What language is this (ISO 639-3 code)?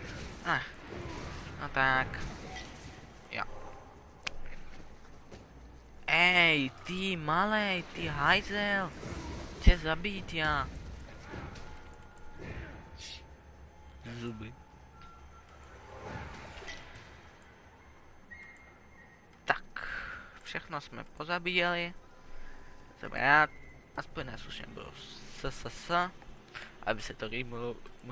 ces